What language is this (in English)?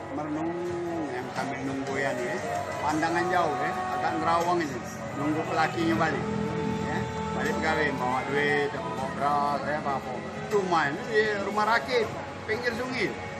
Musi